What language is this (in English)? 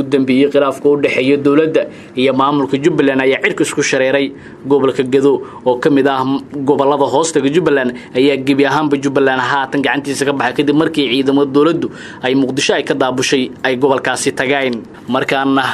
Somali